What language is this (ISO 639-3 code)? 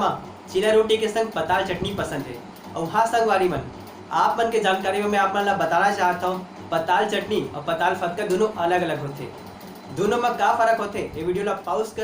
hne